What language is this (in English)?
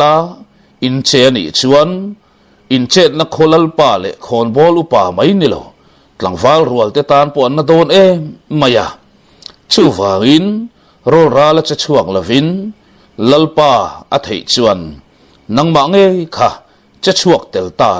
Mizo